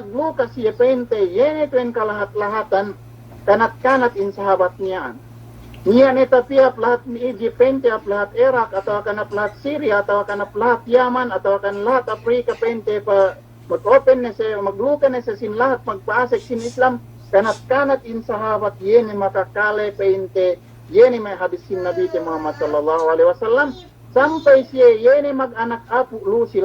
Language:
Yakan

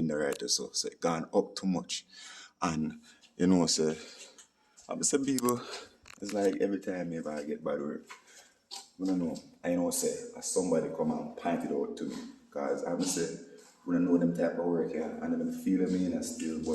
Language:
Jamaican Creole English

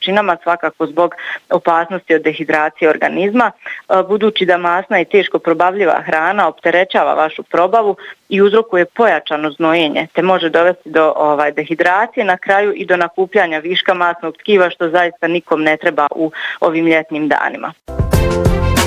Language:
Bosnian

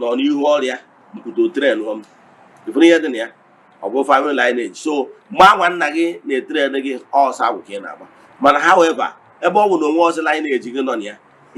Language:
Igbo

